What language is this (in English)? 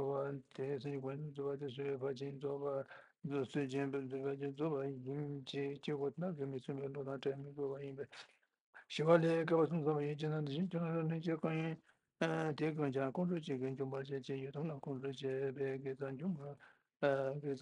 Tibetan